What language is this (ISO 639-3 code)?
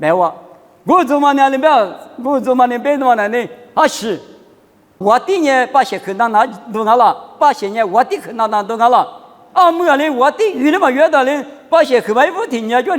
lis